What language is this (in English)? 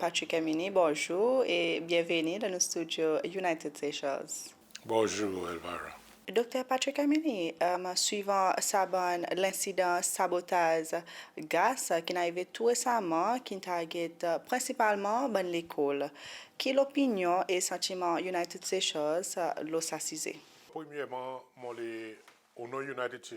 Seselwa Creole French